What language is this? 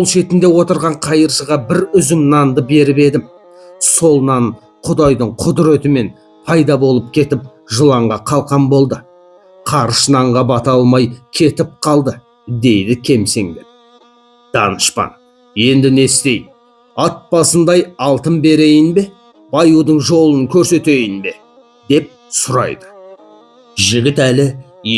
Kazakh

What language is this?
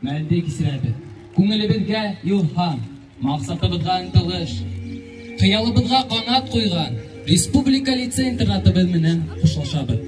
Bashkir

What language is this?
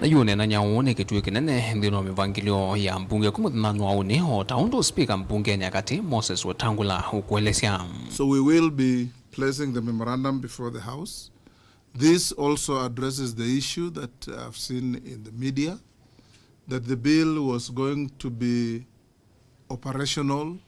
Kamba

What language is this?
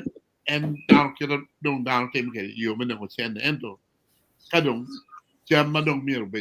Acoli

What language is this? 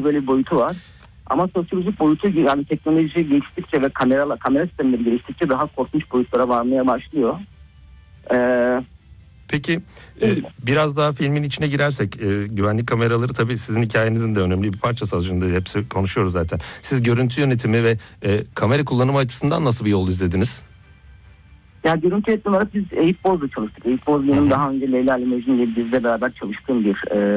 Turkish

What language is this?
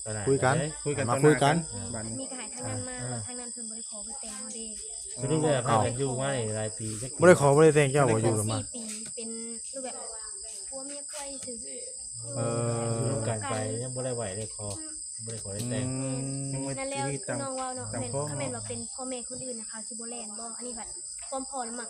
Northeastern Thai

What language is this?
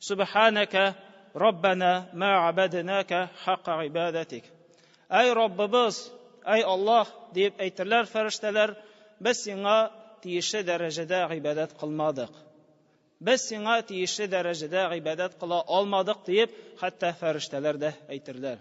Tatar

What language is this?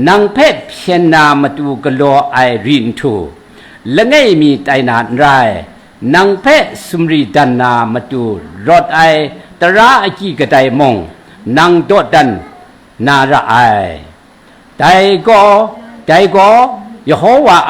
Kachin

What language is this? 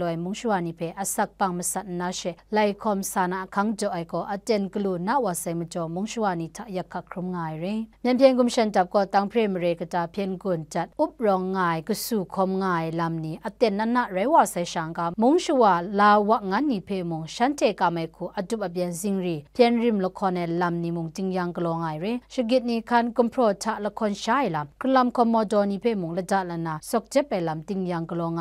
Kachin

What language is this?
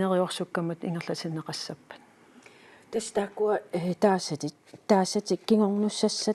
Kalaallisut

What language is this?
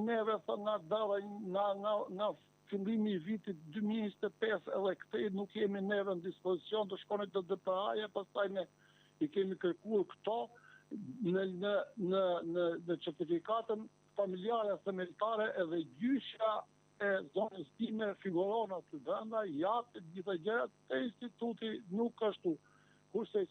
Albanian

